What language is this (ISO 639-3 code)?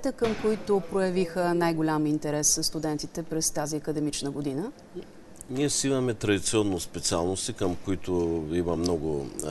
bul